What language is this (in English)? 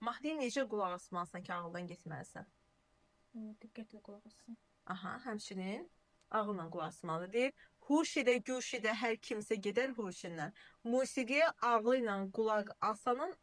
Azerbaijani